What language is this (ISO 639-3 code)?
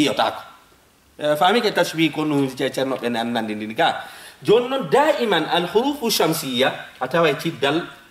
ful